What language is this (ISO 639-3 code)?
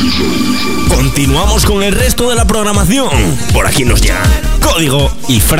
spa